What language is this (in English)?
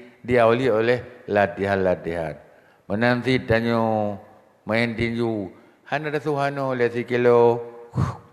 Achinese